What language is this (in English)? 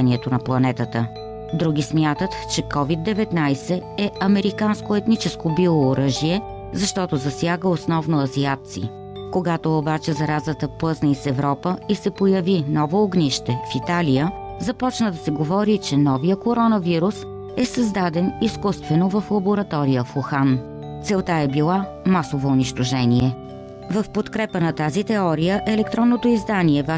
Bulgarian